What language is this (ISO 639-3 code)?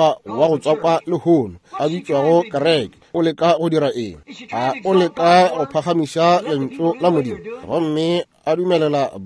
nso